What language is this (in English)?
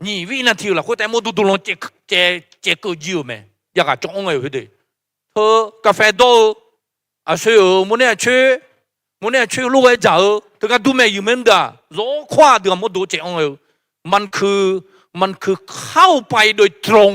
Akha